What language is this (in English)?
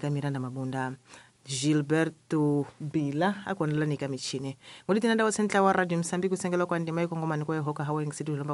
Tsonga